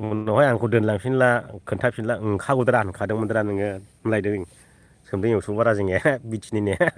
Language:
Bodo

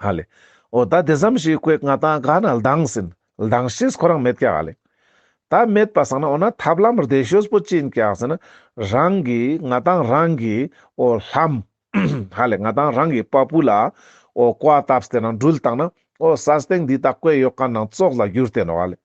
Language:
Ladakhi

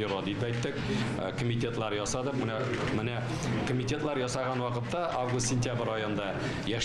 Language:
Tatar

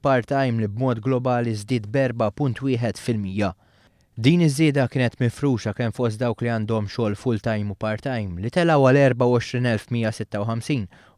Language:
Maltese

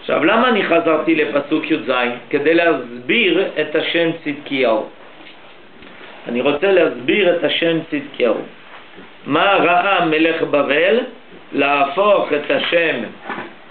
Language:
Hebrew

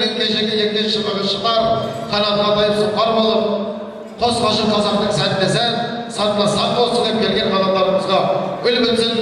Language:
Kazakh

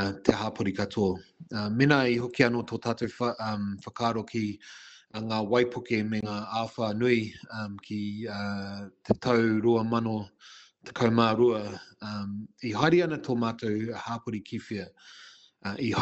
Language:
Māori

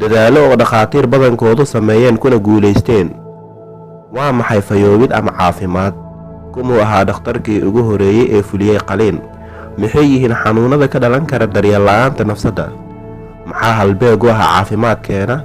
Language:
Somali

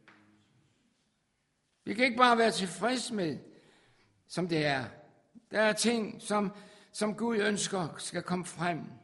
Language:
Danish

